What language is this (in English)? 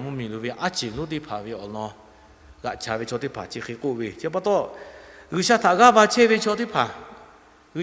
Lahu